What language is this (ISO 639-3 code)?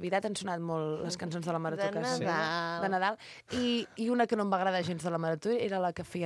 cat